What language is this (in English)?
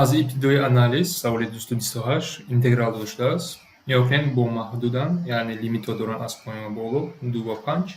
Tajik